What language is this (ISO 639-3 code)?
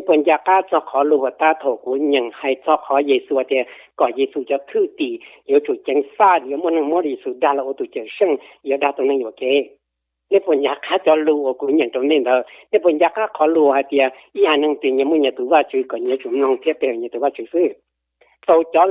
hmn